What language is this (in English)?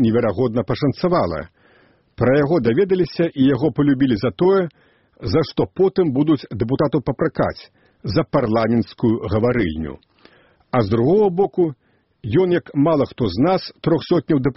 Belarusian